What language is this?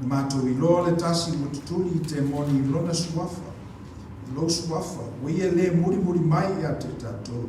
Samoan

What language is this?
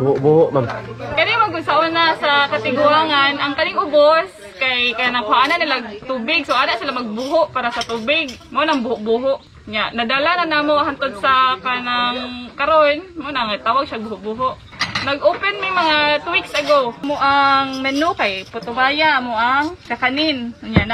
Cebuano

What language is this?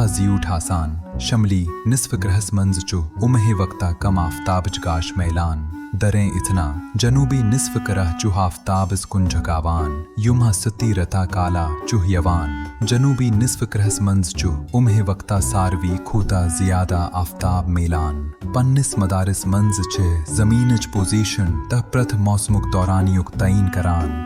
Kashmiri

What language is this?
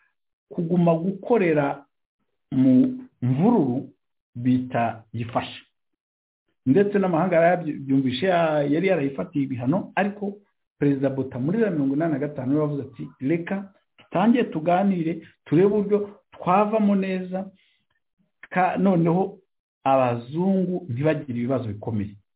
Kinyarwanda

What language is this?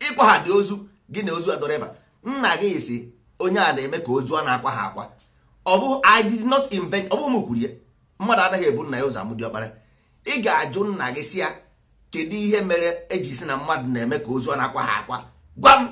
Igbo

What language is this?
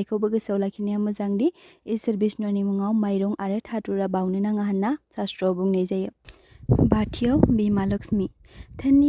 Bodo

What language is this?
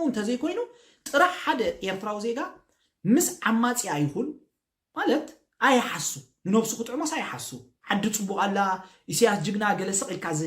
Tigrinya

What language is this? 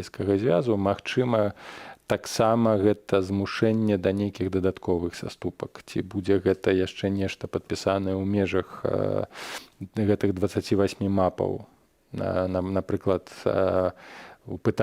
Belarusian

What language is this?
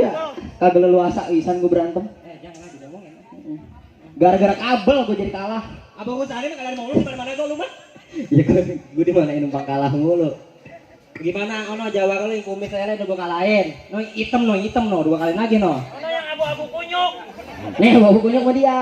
Betawi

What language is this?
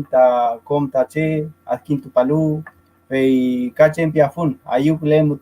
Mapuche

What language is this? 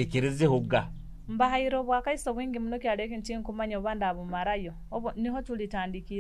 Nyoro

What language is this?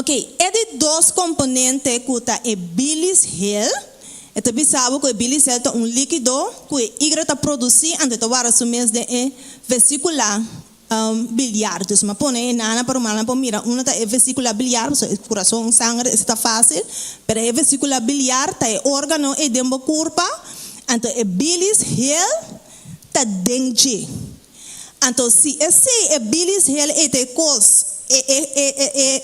Papiamento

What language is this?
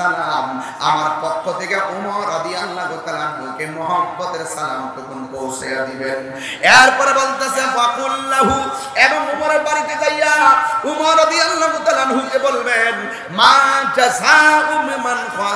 Bangla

